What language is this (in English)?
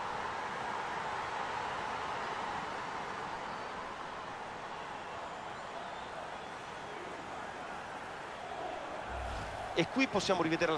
Italian